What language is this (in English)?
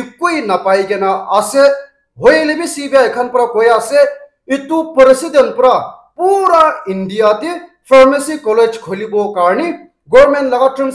Naga Pidgin